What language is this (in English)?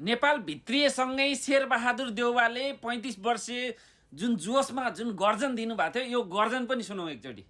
Nepali